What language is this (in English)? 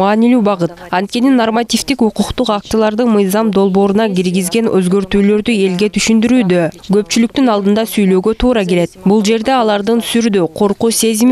Kyrgyz